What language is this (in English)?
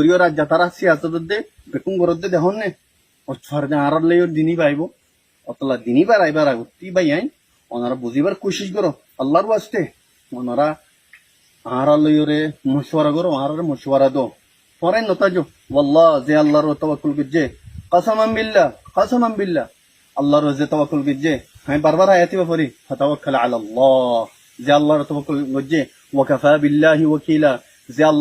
Rohingya